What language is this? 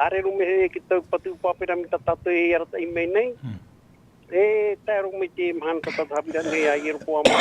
Tahitian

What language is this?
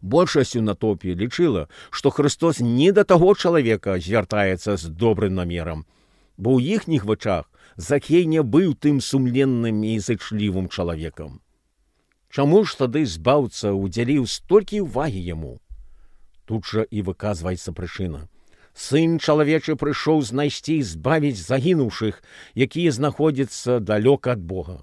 Belarusian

